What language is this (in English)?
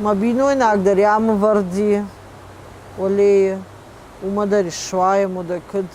Ossetic